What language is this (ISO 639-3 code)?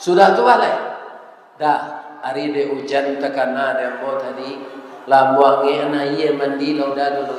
min